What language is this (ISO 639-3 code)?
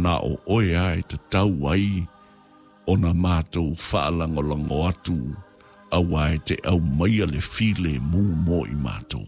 smo